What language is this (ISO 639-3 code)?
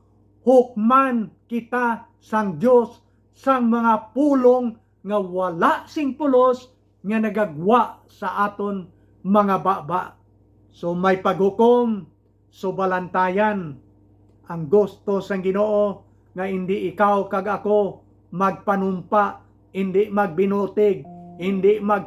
hil